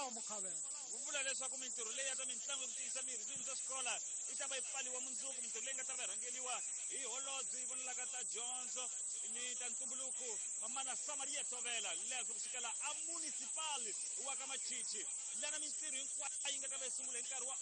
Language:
Tsonga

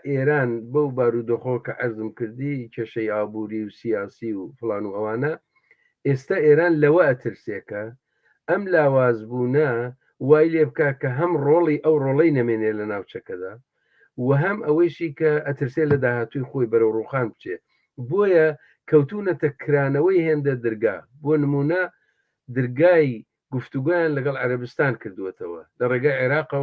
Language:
Central Kurdish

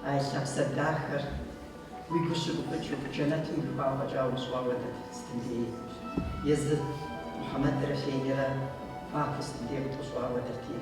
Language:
Kabardian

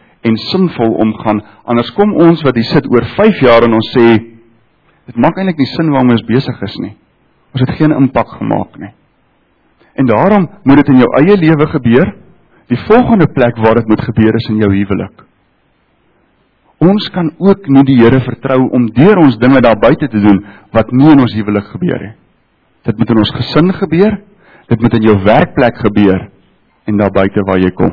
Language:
Afrikaans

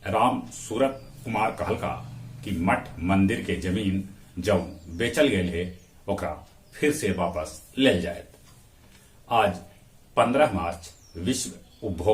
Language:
Magahi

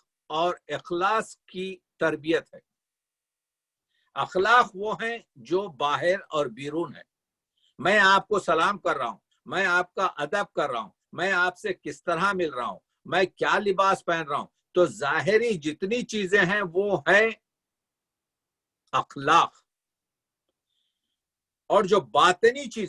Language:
Urdu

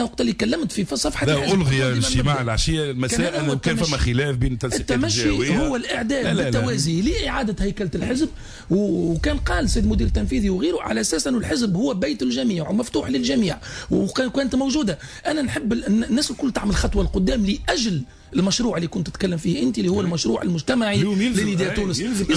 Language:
Tunisian Arabic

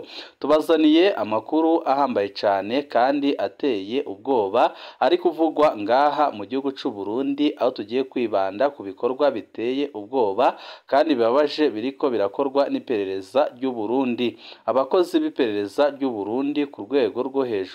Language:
Rundi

